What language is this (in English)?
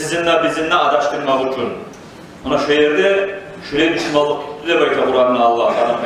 Kumyk